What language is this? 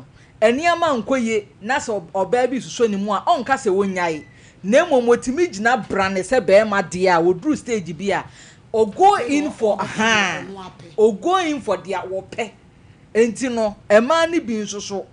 Akan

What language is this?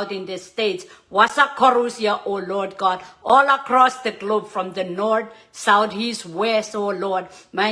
Pohnpeian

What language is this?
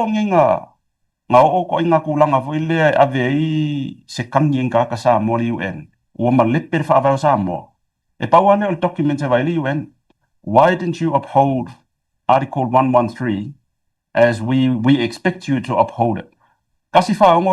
Samoan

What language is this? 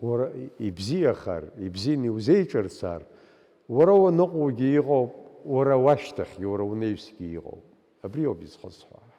Abkhazian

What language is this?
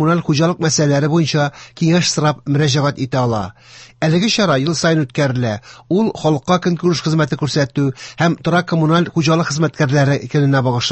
Tatar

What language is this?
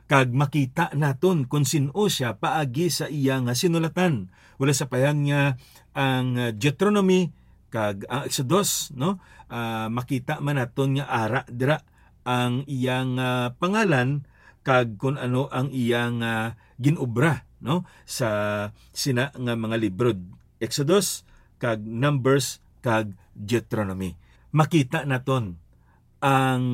Hiligaynon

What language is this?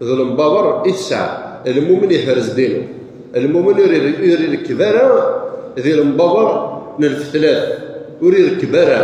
Kabyle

